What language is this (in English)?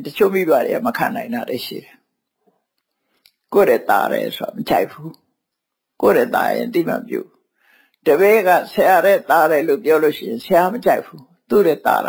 Burmese